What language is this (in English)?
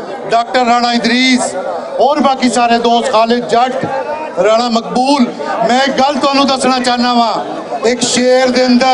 Western Panjabi